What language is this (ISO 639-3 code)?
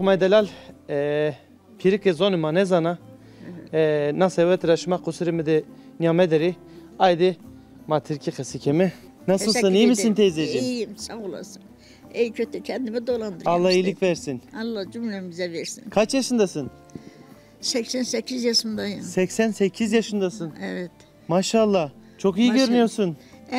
zza